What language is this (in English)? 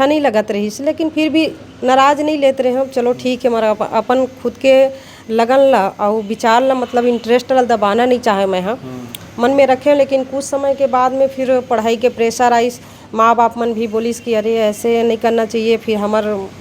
Chhattisgarhi